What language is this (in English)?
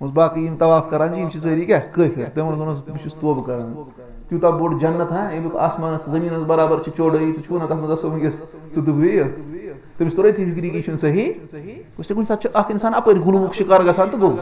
Kashmiri